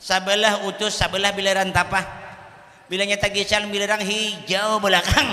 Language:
Banjar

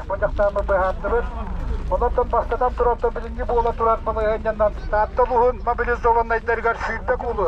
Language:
Yakut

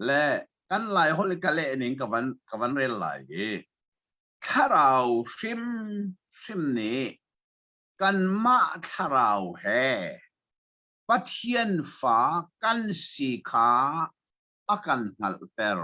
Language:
Hakha Chin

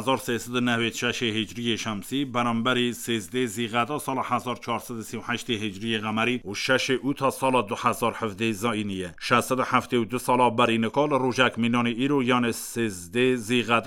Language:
Kurdish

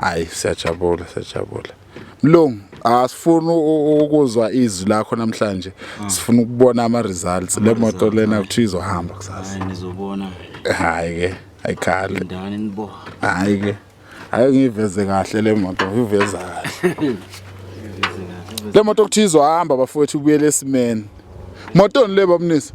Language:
Zulu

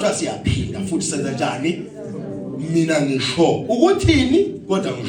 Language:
Zulu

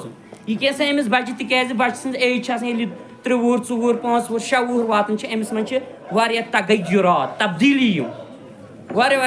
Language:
Kashmiri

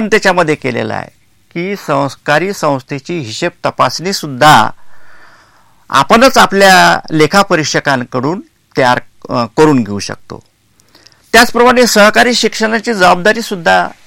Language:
Marathi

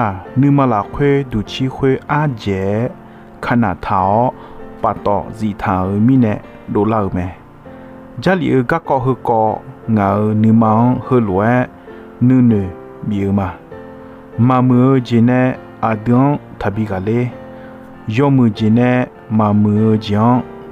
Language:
Akha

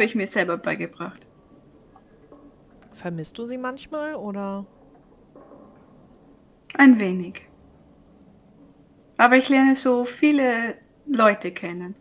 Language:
German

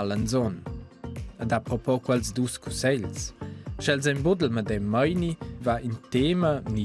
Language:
Romansh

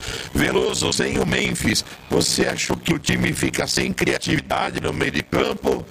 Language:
Portuguese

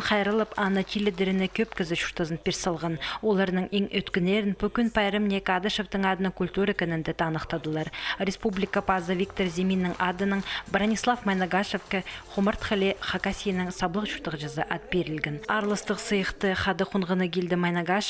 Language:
Khakas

